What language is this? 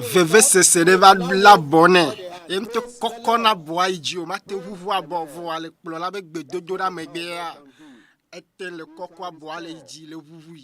Ewe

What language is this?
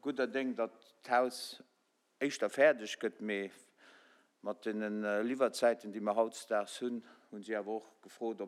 Luxembourgish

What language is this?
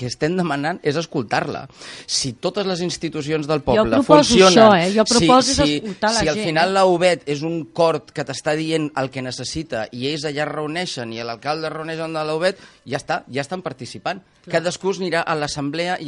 Catalan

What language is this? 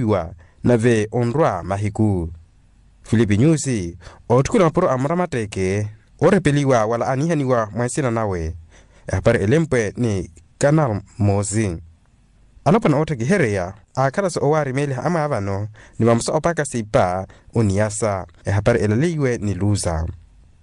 Makhuwa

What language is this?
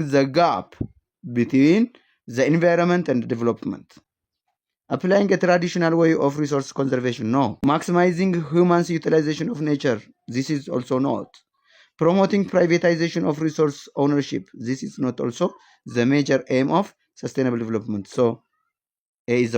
English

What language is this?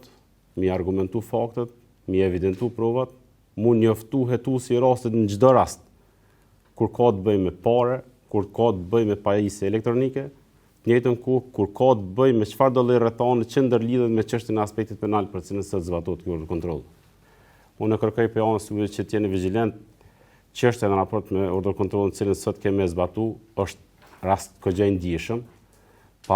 Albanian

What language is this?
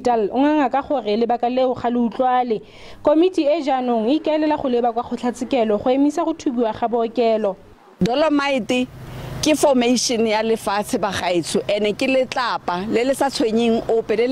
Tswana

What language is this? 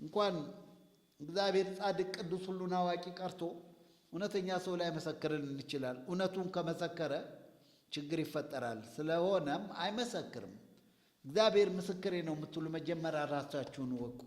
Amharic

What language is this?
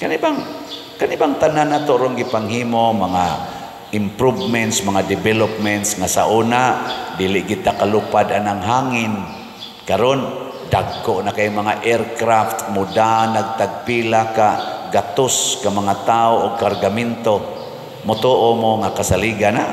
Cebuano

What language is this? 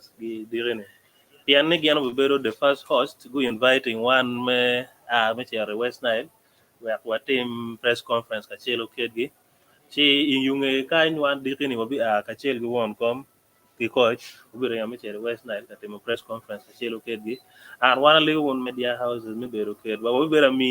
Acoli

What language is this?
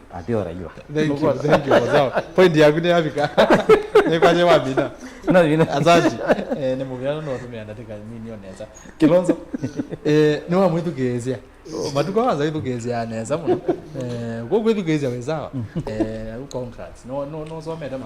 Kamba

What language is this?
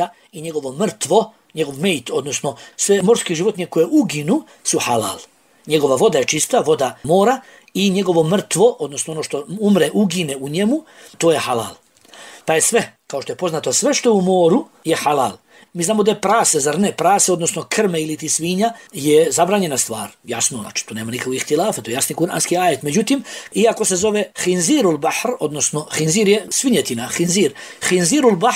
Bosnian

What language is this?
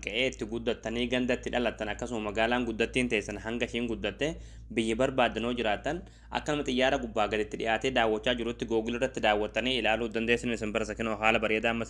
Oromo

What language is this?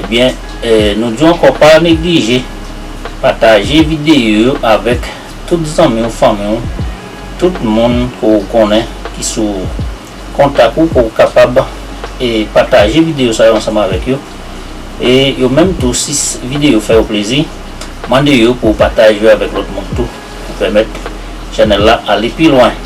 Haitian Creole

